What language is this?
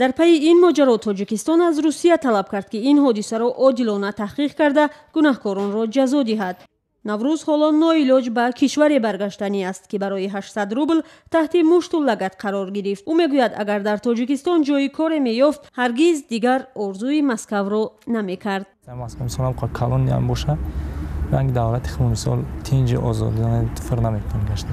Tajik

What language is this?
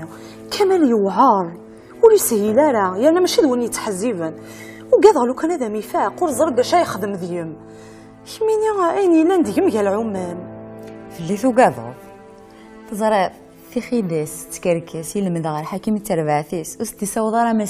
Kabyle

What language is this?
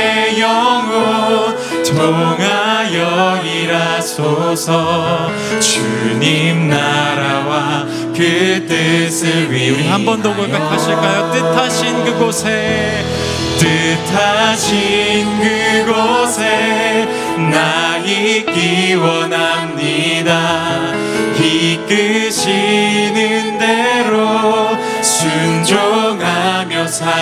Korean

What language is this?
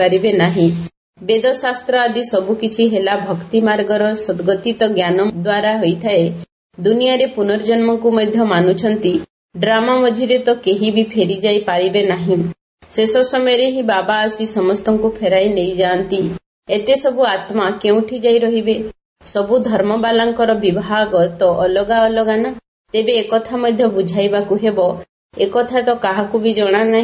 Odia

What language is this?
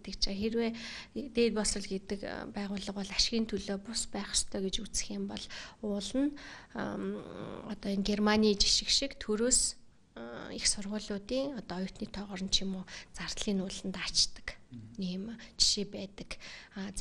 Mongolian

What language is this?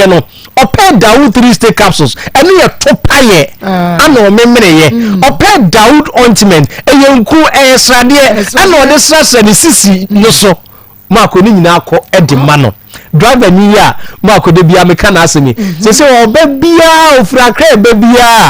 Akan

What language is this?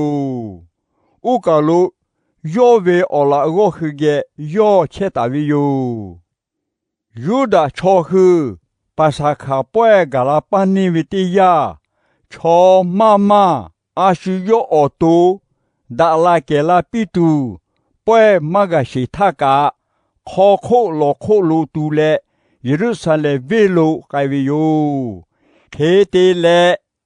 Lahu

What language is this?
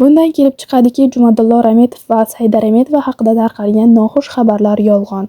Uzbek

